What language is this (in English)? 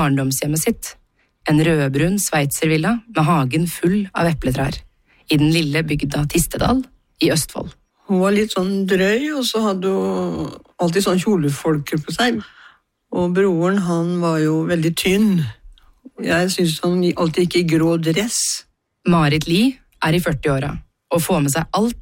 Norwegian